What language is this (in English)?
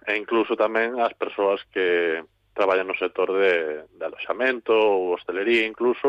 Galician